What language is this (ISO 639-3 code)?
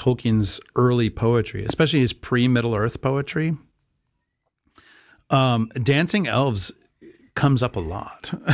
eng